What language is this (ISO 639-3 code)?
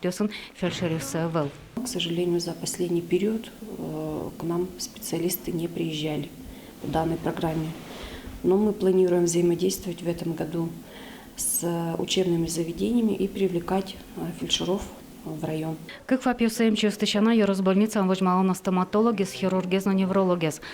udm